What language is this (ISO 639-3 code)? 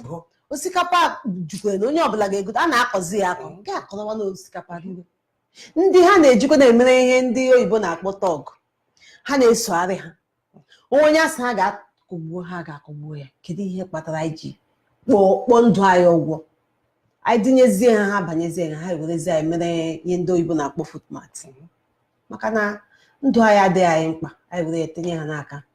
ibo